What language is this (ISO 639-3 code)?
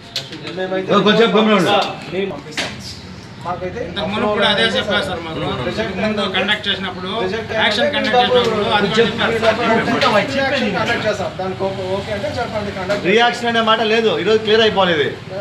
tel